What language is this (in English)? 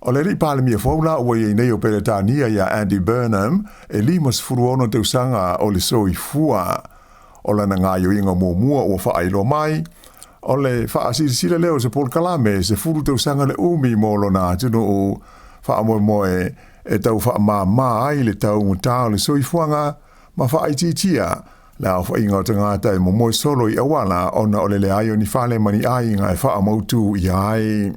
Samoan